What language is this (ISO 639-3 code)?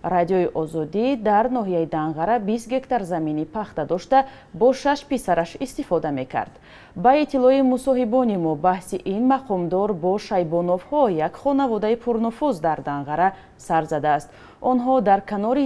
tgk